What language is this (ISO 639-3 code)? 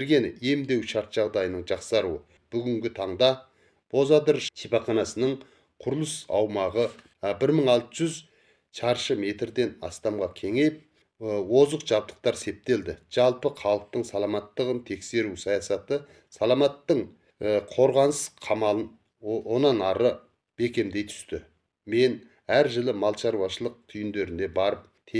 kaz